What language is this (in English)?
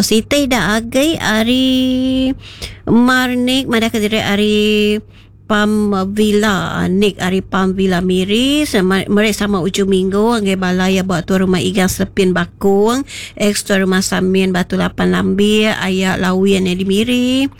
Iban